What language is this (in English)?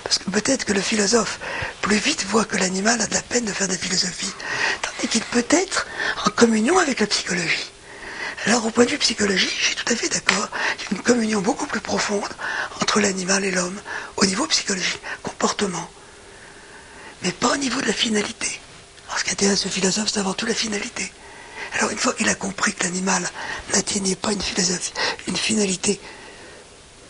French